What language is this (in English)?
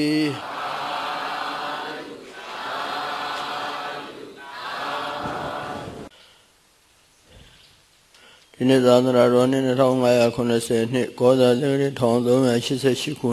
Burmese